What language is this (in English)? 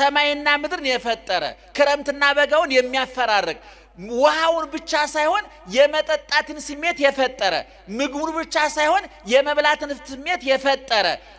Amharic